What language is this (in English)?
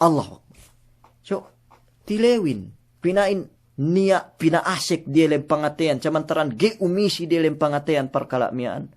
Yakan